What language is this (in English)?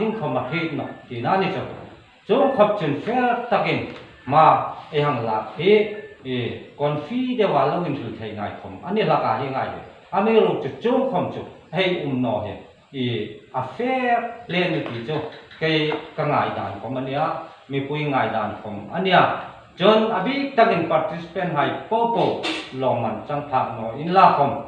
Hmar